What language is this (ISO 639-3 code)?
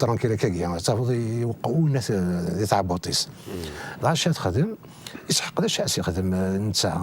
kab